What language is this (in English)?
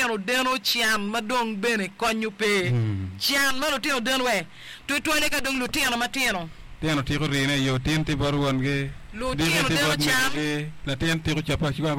Acoli